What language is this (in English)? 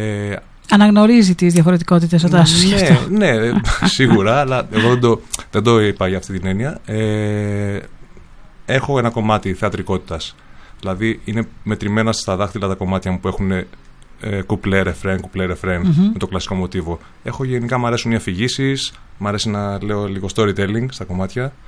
Greek